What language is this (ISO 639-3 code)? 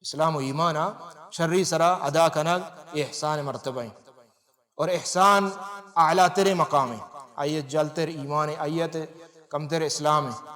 bal